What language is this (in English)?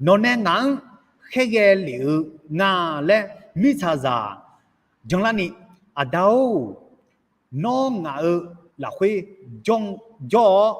Akha